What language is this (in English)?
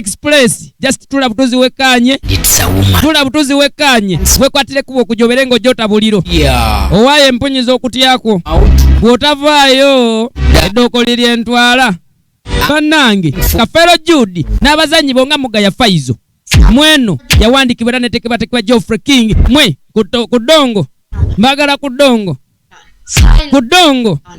Ganda